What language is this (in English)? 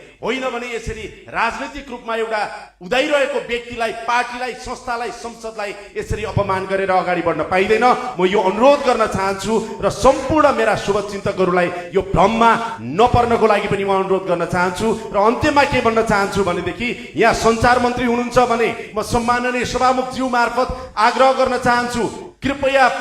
Nepali